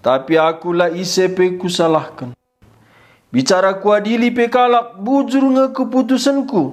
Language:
Batak Karo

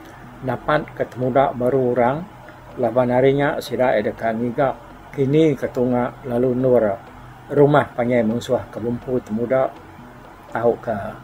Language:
Iban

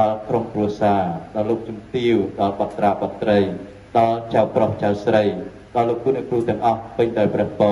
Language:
Khmer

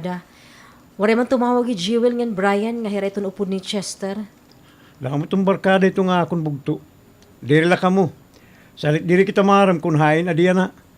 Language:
Waray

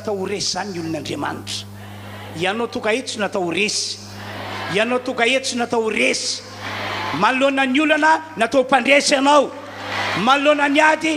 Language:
Malagasy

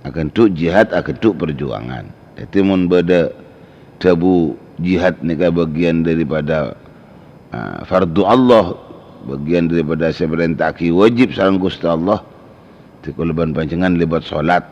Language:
Madurese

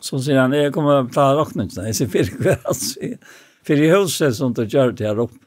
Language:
Faroese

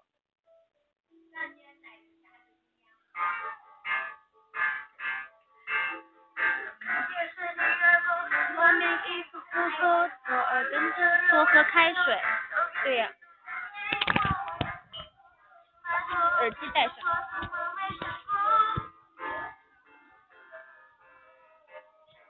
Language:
Chinese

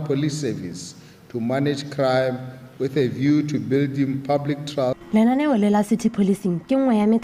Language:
Tswana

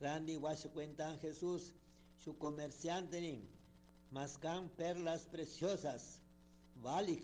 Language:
Chimborazo Highland Quichua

